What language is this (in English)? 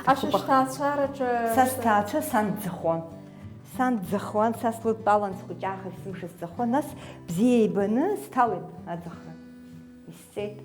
Abkhazian